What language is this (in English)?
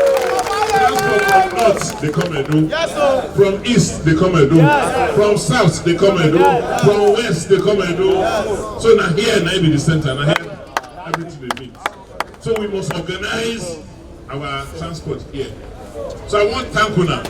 Nigerian Pidgin